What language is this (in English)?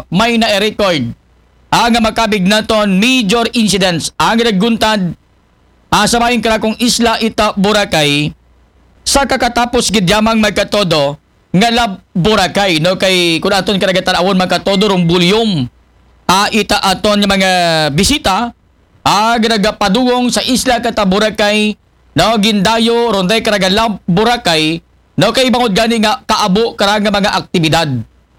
Aklanon